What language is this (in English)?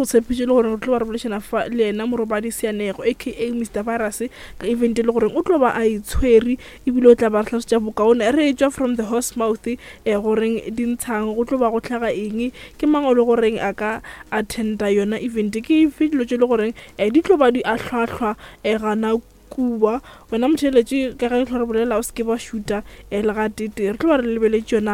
Northern Sotho